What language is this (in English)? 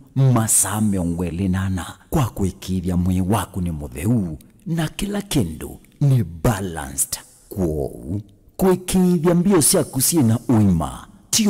Kamba